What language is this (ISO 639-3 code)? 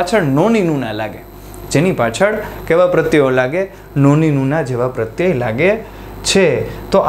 guj